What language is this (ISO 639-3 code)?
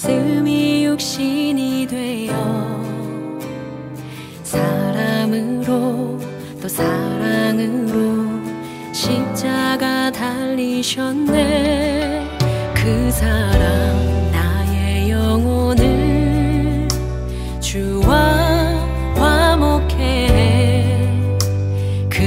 kor